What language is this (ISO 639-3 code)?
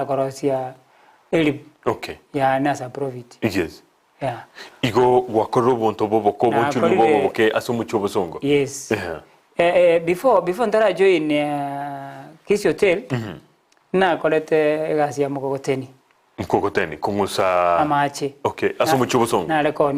guz